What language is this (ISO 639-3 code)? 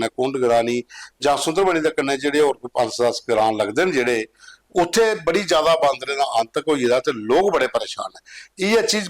doi